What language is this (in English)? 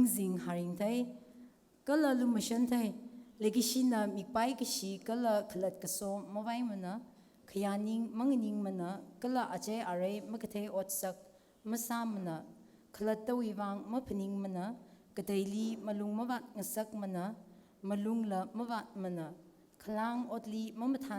Tangkhul Naga (India)